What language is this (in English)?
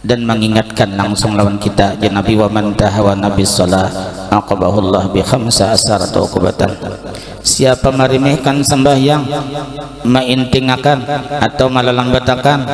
Banjar